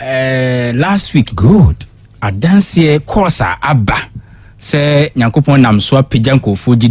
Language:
Akan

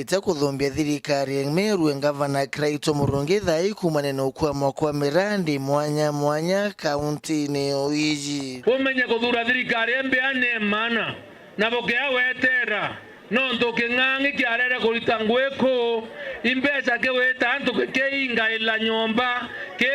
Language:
Meru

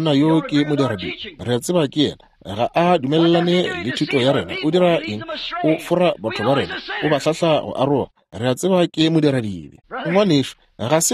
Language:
Northern Sotho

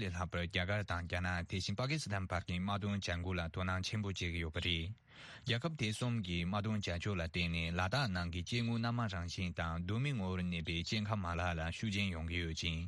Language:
Tibetan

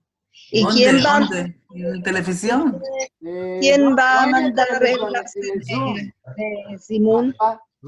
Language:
Ladino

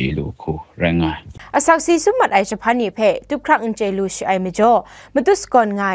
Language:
Kachin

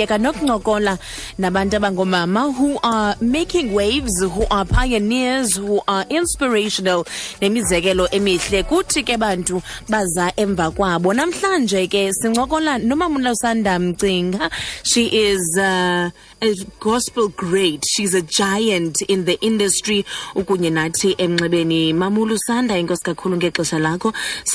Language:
Xhosa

